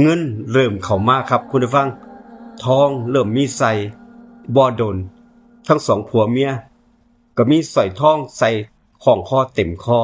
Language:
Northeastern Thai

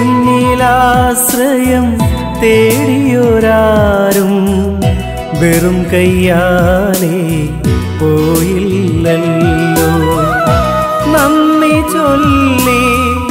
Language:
Malayalam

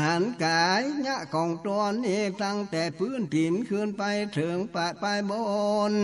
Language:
Northern Thai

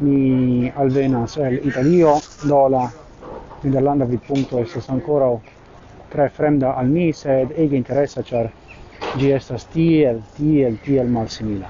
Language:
Esperanto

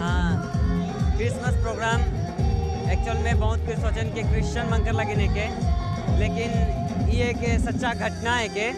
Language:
Sadri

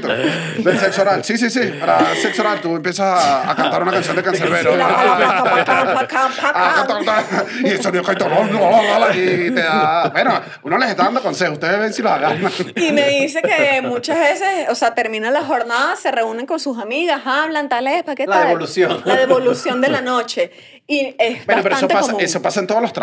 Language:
Spanish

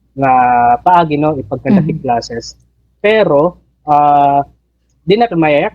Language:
Waray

